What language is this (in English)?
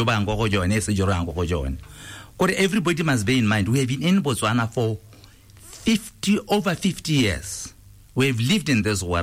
Tswana